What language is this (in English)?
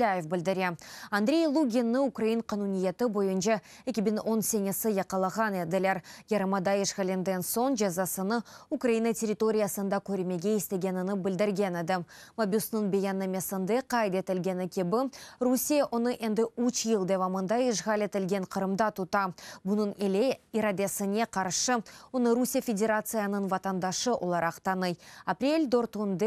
Crimean Tatar